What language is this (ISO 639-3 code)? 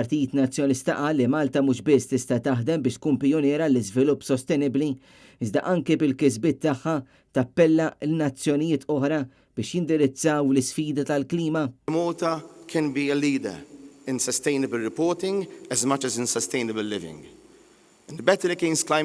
mlt